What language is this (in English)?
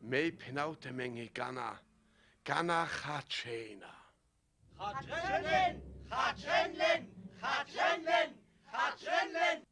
Sinte Romani